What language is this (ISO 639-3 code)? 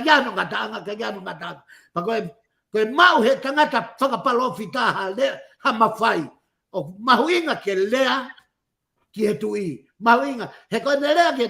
ton